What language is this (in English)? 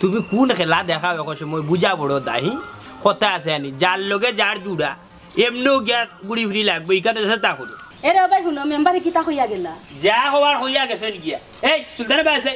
Sylheti